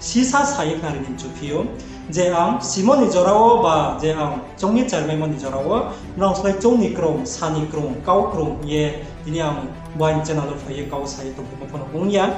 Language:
Riang (India)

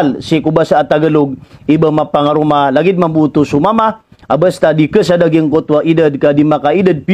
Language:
Maranao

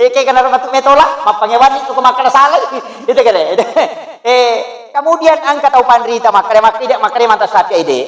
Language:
Buginese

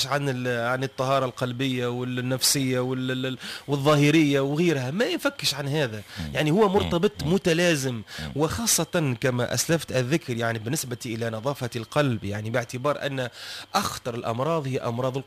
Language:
Tunisian Arabic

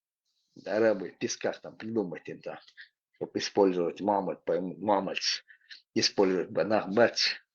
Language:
Chechen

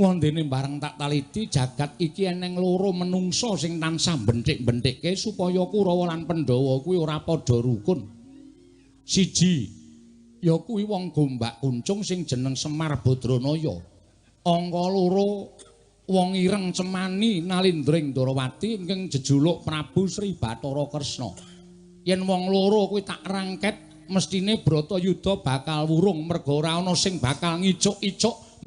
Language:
Javanese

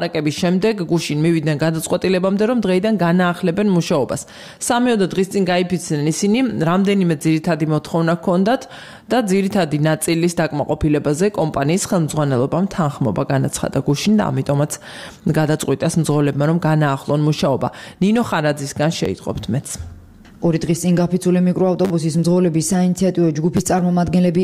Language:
Georgian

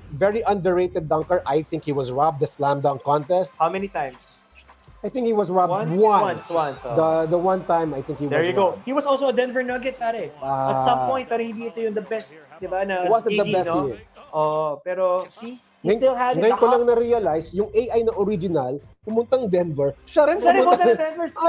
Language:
Filipino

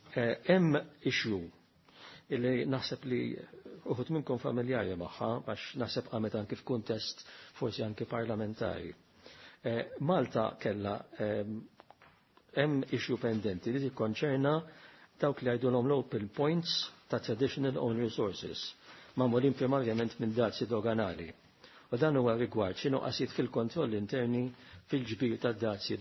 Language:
Maltese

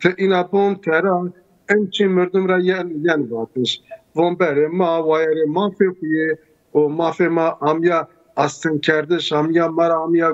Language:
Zaza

